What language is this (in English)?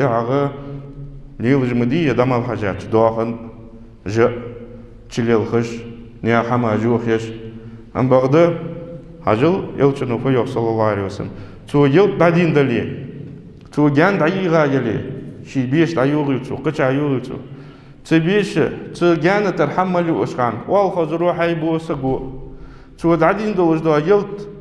Ingush